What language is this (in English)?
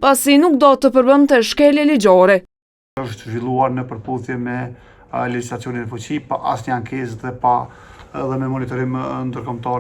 Albanian